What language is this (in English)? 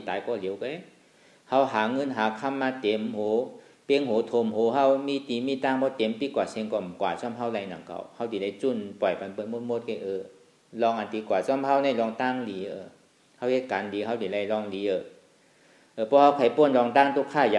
Shan